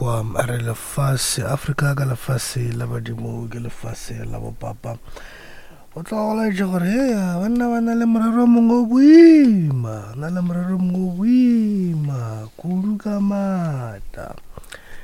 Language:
Northern Sotho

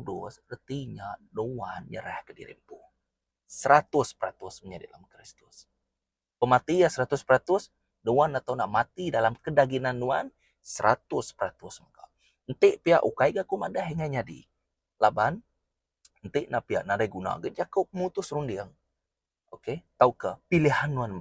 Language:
Iban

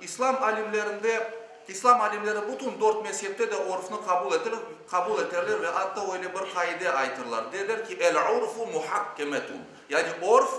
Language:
Crimean Tatar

